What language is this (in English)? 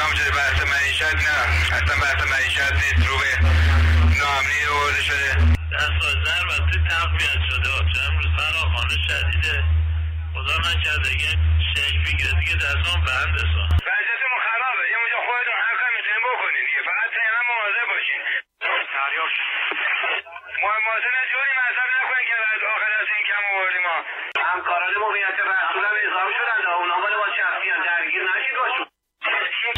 Persian